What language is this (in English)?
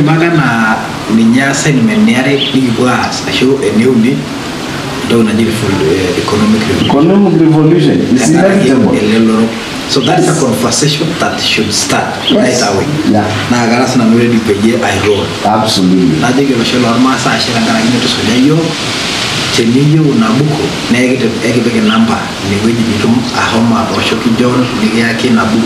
Masai